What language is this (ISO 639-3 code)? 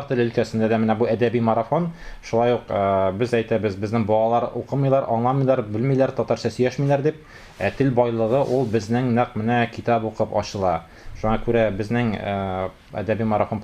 tat